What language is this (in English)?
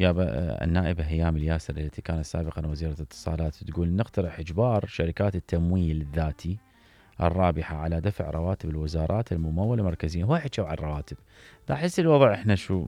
Mesopotamian Arabic